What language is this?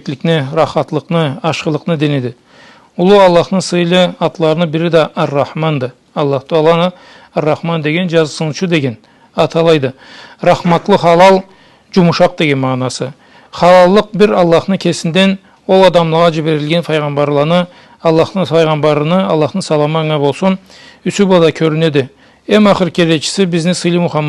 Karachay-Balkar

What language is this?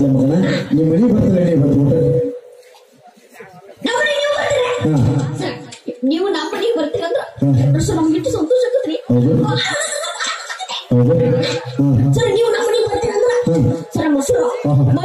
Kannada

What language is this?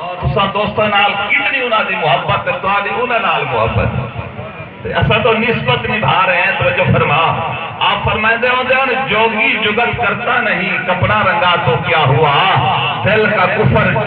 Saraiki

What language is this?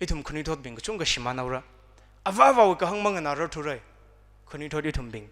Tangkhul Naga (India)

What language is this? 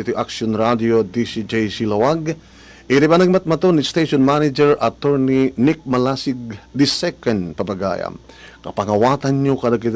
Iloko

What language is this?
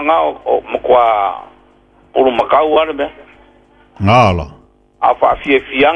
Samoan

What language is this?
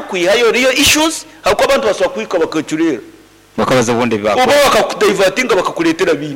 Nyankole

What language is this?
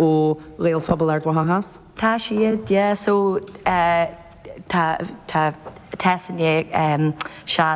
Irish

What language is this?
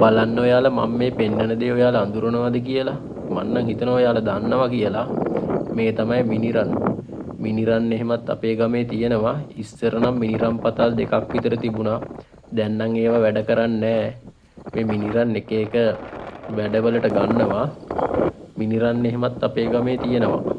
Sinhala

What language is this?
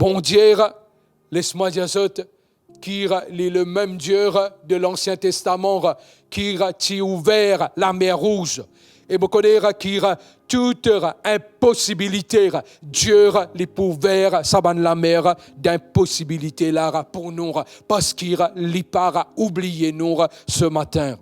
Morisyen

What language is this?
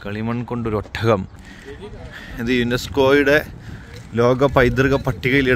Malayalam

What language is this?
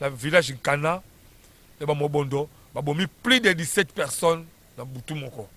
Lingala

